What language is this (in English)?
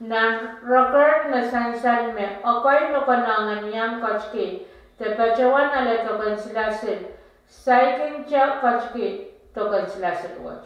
Pohnpeian